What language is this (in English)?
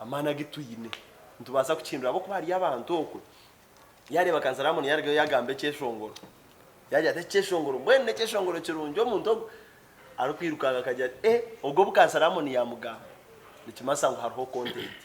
Nyankole